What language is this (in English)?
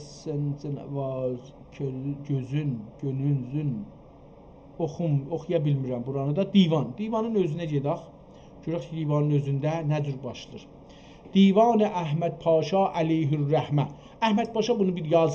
South Azerbaijani